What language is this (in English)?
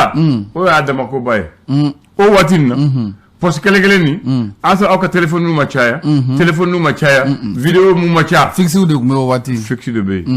Bambara